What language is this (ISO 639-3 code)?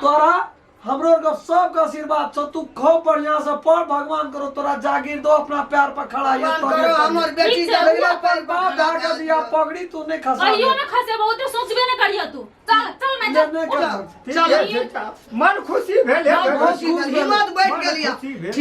mai